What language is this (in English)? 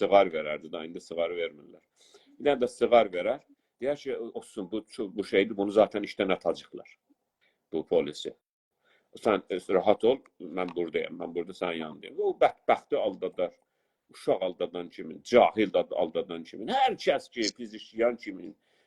South Azerbaijani